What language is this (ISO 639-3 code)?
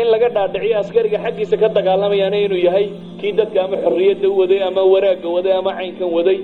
som